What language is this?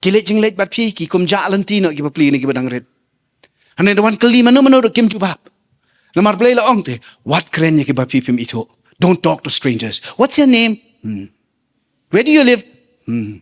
Khasi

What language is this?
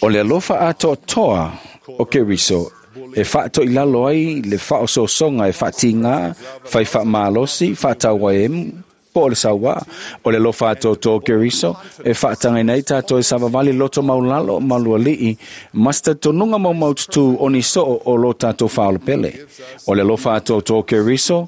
Samoan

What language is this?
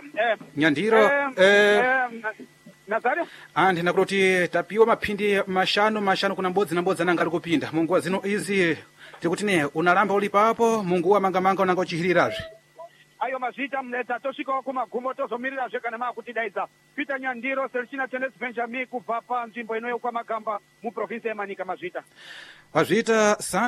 Sena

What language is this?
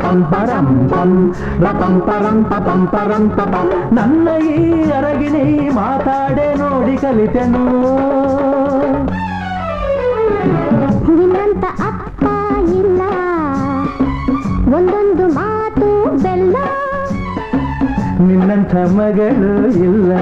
Kannada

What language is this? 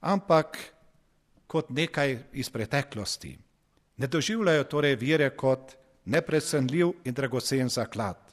Slovenian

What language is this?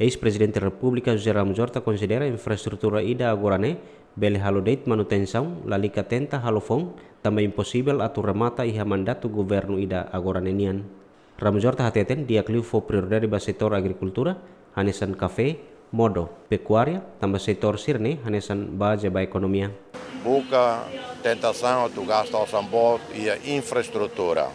Tetum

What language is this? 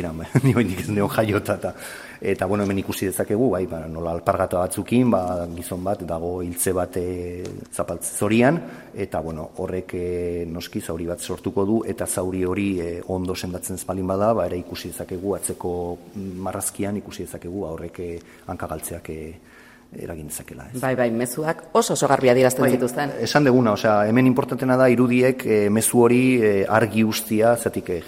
Basque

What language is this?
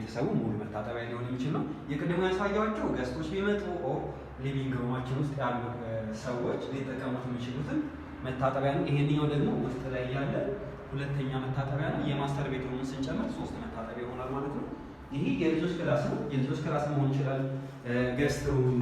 Amharic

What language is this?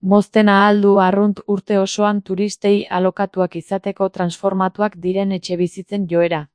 Basque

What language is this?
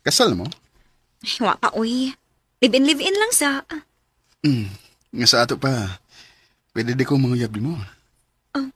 Cebuano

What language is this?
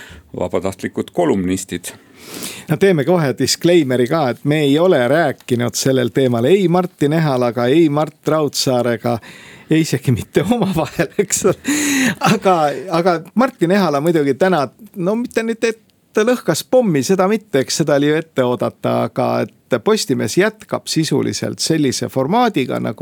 Estonian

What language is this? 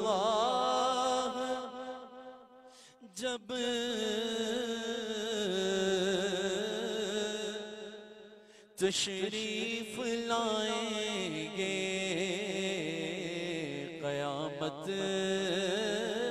Urdu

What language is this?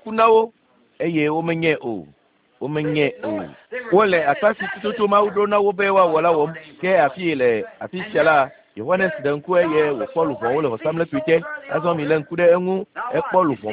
Ewe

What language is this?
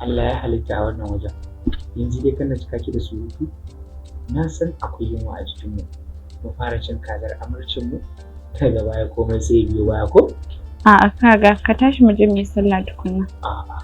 Hausa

